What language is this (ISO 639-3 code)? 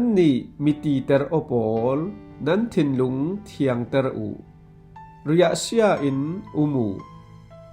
cfm